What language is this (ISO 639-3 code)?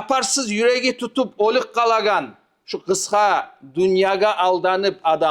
kum